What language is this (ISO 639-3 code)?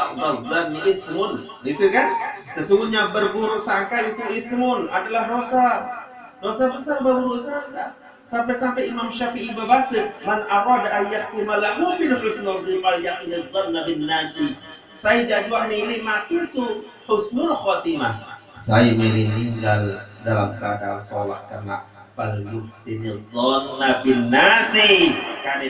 sas